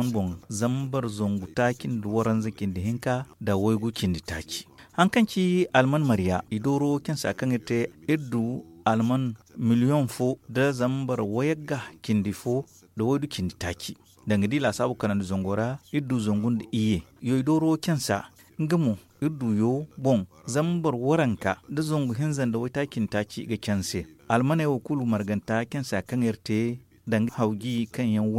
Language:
Zarma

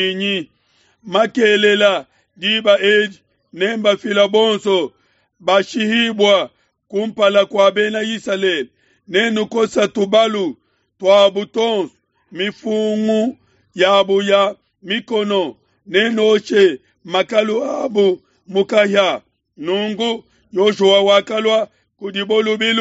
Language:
Luba-Lulua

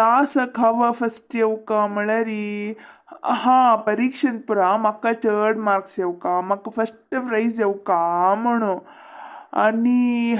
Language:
Konkani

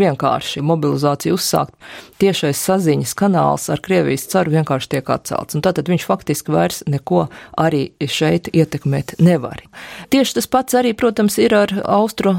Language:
Latvian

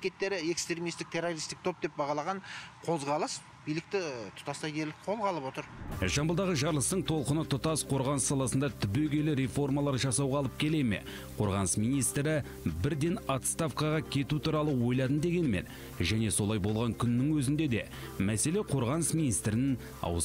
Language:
Kazakh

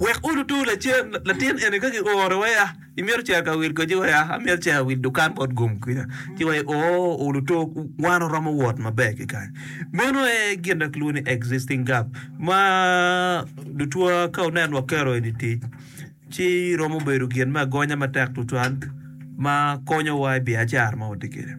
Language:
Acoli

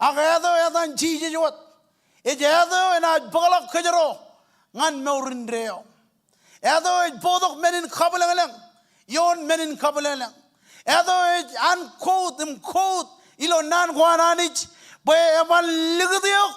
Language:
Marshallese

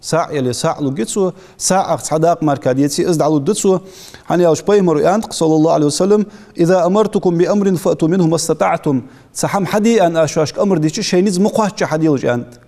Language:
Ingush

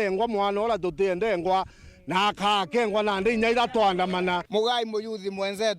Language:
Meru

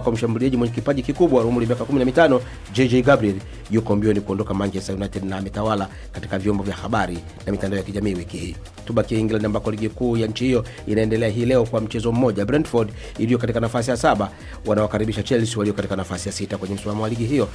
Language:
Swahili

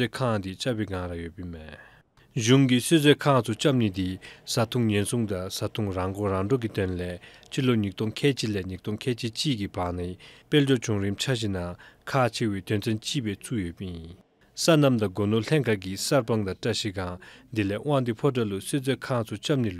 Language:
Dzongkha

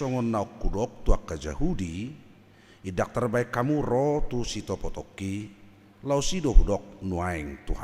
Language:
Batak Toba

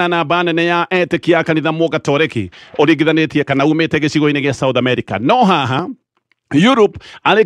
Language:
Kikuyu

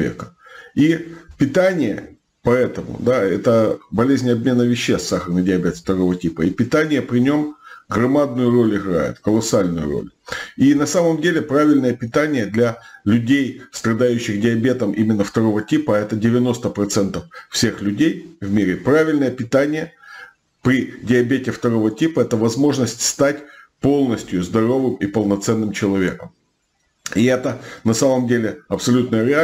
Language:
Russian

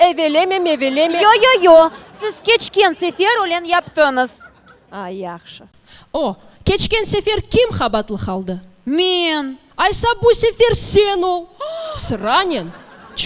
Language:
Crimean Tatar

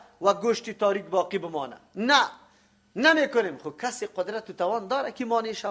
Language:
Persian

